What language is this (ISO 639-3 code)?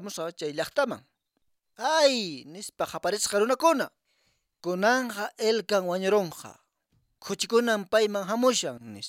que